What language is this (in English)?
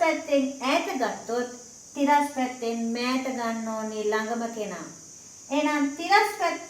Sinhala